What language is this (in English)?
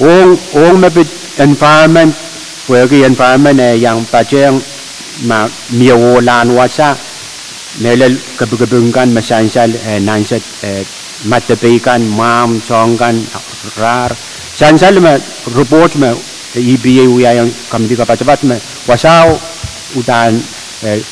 Pohnpeian